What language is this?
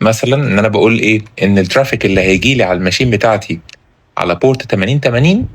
Egyptian Arabic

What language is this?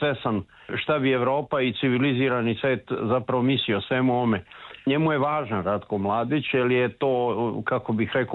Croatian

